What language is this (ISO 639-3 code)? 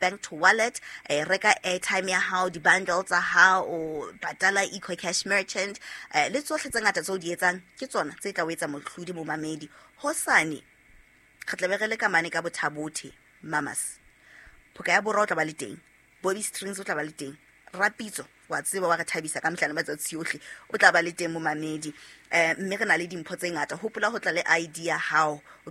sot